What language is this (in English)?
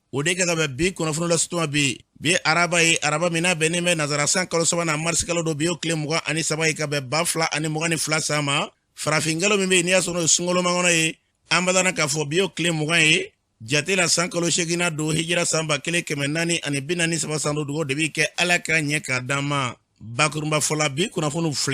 Bambara